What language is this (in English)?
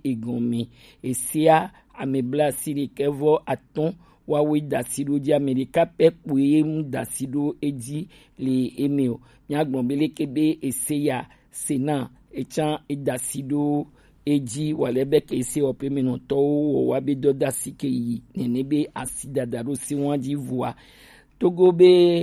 Gen